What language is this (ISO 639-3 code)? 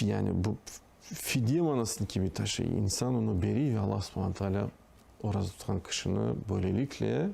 crh